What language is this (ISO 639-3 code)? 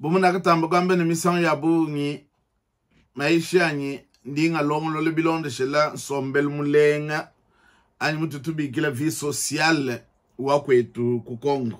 lua